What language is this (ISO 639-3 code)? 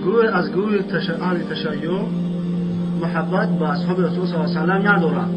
tgk